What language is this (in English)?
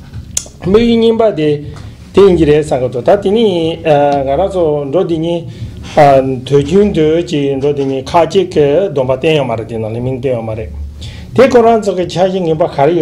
Tibetan